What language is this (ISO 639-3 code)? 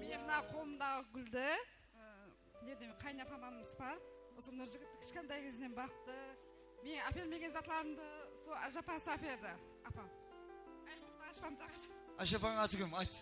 kaa